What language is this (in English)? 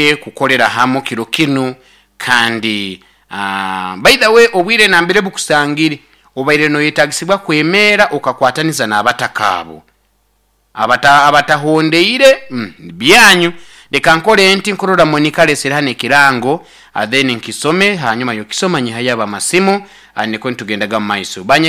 Nyoro